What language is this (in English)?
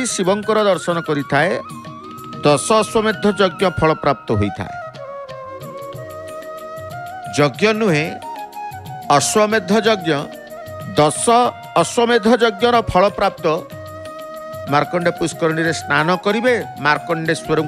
Odia